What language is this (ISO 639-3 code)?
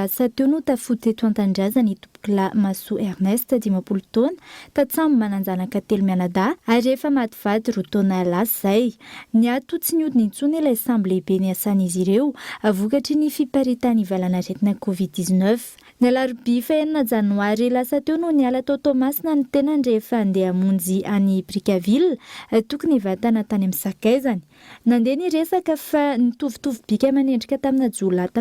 mlg